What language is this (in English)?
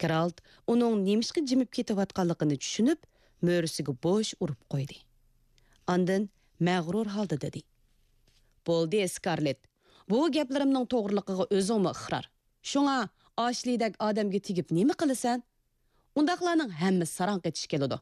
Uyghur